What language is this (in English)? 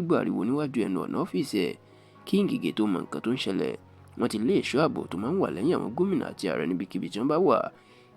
Yoruba